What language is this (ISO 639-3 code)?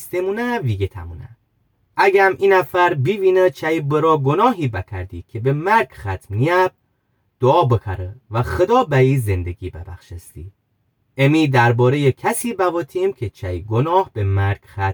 glk